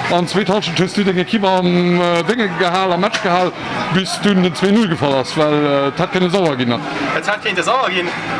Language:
Luxembourgish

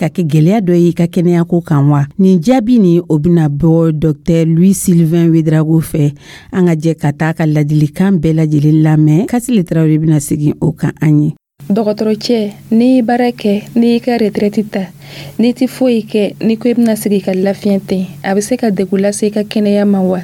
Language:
Dyula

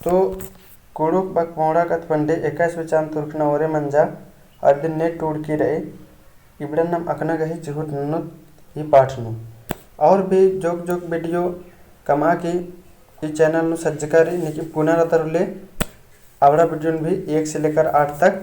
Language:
Kurukh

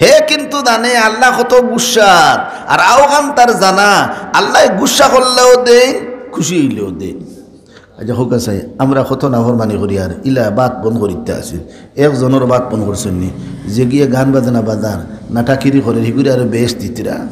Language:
Sylheti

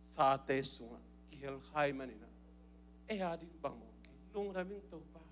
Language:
Tedim Chin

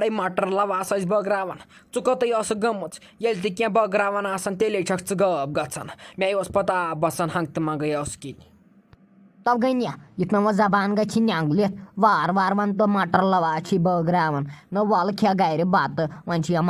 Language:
Kashmiri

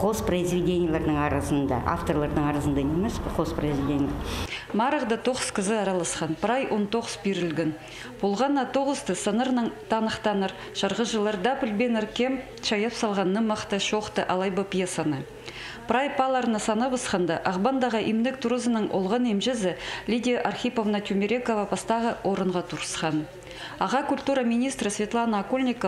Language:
Khakas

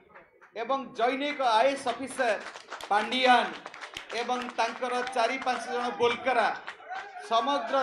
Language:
Odia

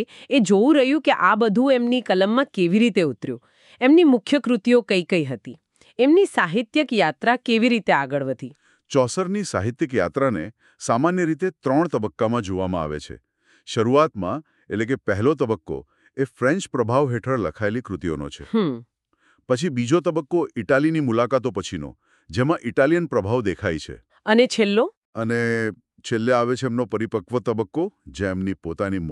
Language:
Gujarati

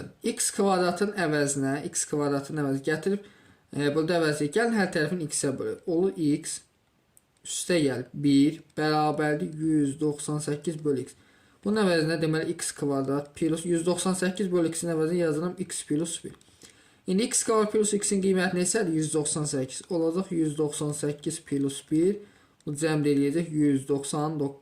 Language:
Azerbaijani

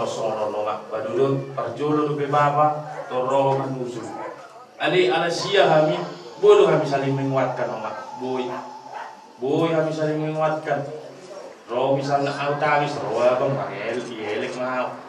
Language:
Batak Toba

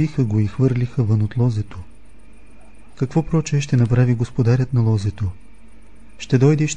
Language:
Bulgarian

